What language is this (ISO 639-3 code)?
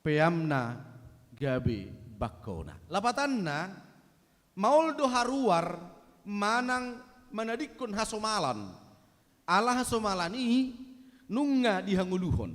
bbc